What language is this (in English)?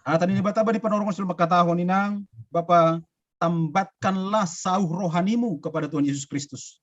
Batak Simalungun